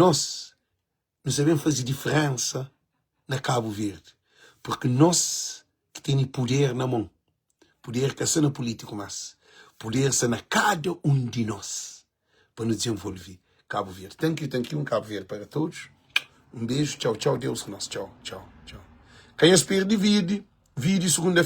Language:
Kabuverdianu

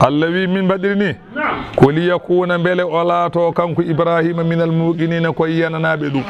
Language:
Fula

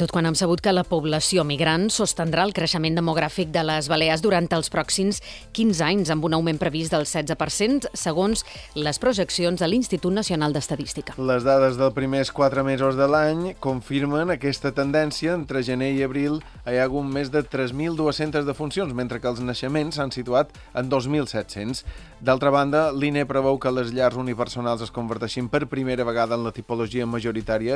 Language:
Catalan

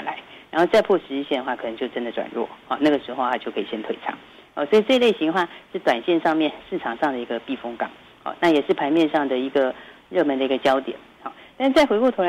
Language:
Chinese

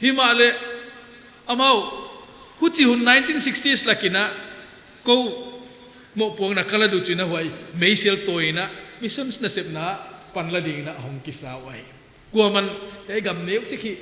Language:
Paite Chin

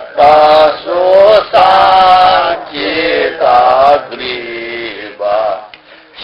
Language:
Newari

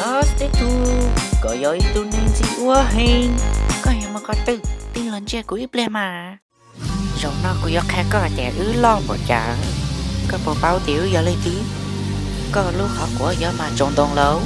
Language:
Hmong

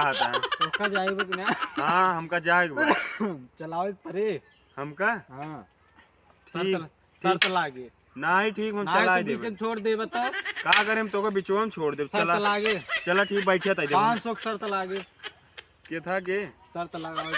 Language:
Awadhi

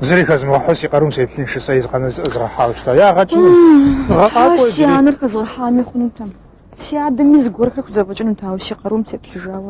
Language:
Kabardian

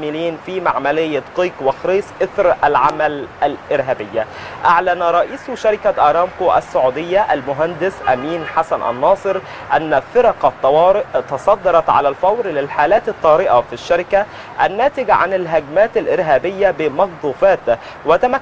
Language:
Arabic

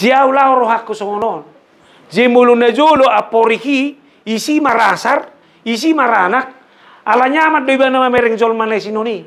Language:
Batak Toba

